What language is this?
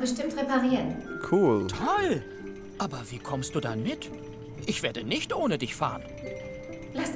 Swiss German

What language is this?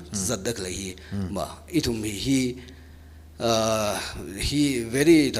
Tangkhul Naga (India)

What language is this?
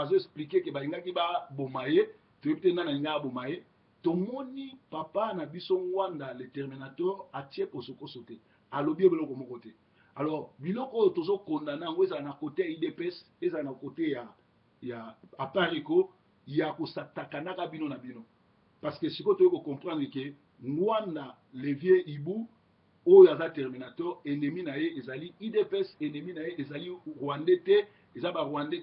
Lingala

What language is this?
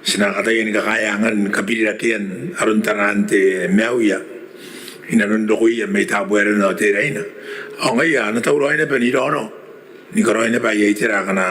Gilbertese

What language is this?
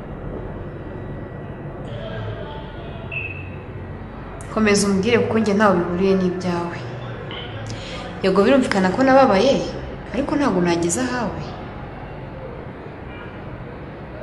Kinyarwanda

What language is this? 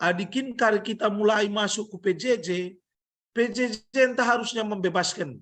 Batak Karo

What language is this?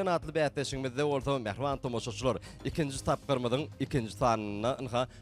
Turkmen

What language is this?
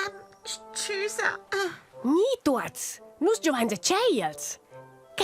Romansh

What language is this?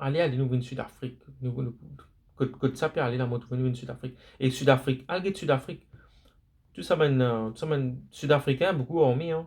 Morisyen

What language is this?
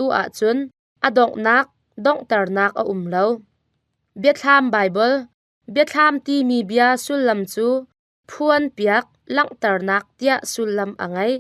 Hakha Chin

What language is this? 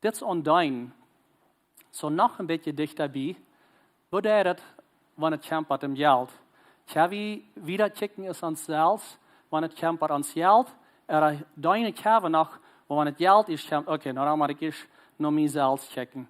Plautdietsch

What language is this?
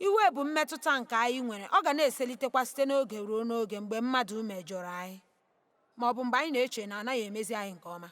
Igbo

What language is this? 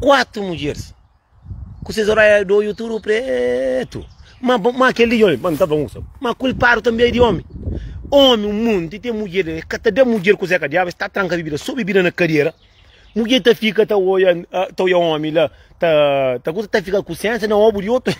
Kabuverdianu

